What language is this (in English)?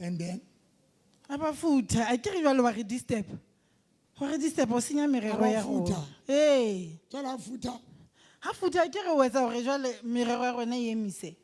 Southern Sotho